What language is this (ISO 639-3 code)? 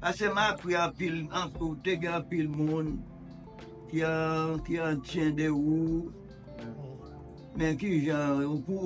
hat